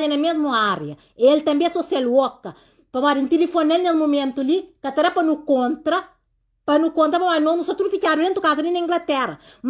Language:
Kabuverdianu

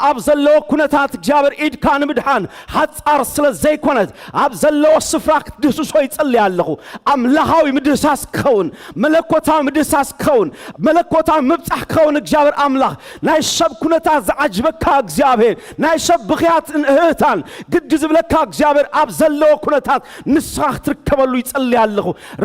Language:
Tigrinya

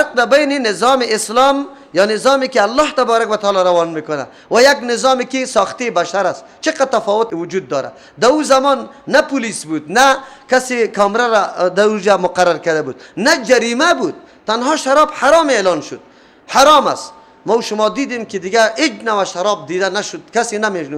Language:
Persian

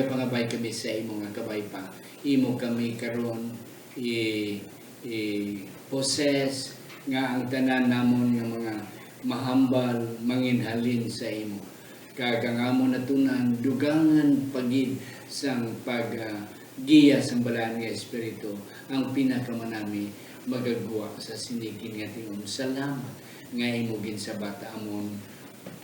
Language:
Hiligaynon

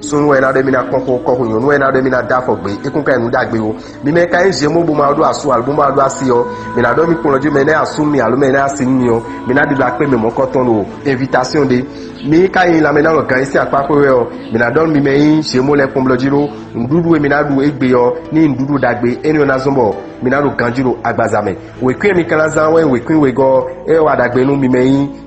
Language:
Fon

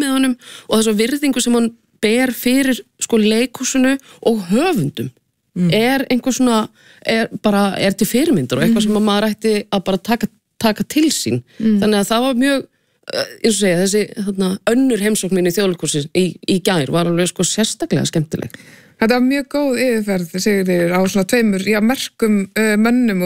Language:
Icelandic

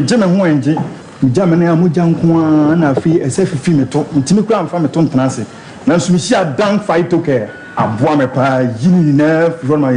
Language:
Akan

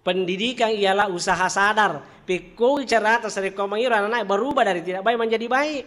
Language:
Buginese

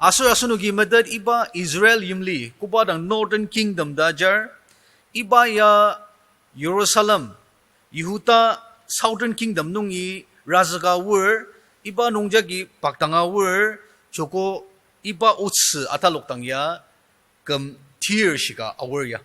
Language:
Ao Naga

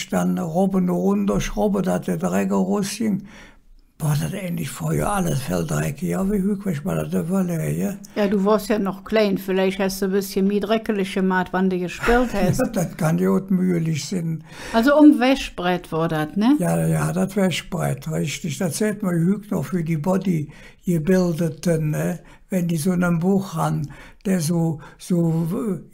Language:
Colognian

